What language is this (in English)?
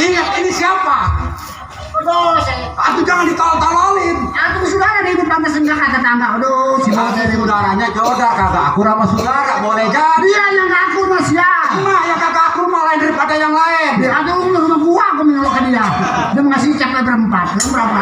Betawi